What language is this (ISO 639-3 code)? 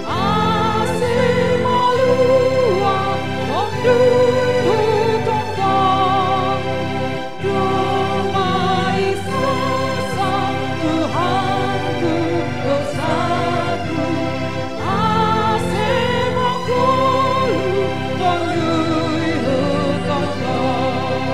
bts